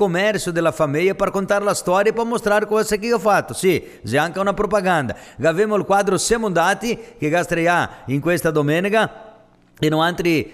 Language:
Italian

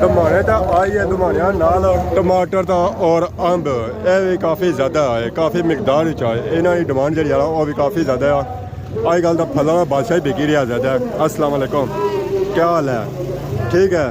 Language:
Pahari-Potwari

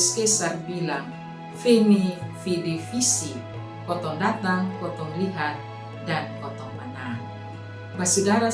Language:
Kupang Malay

